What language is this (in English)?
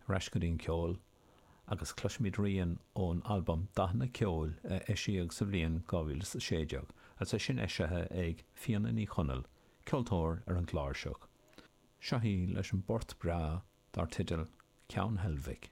Irish